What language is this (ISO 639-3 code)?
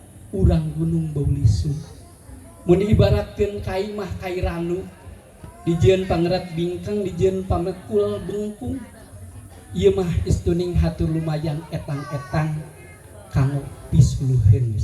sun